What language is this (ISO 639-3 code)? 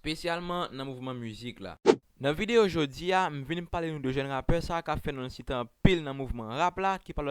hat